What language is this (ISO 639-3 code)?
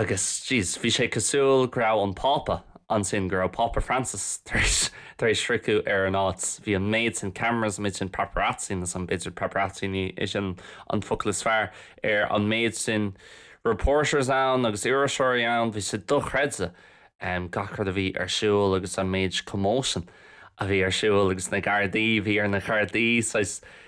gle